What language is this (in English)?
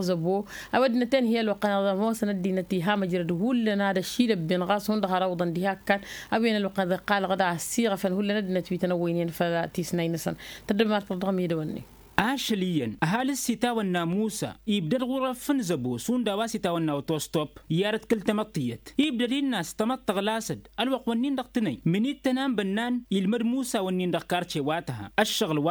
Tamasheq